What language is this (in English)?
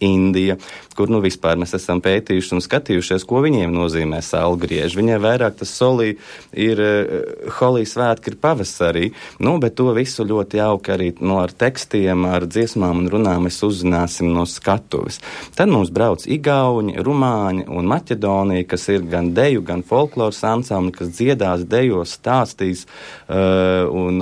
Latvian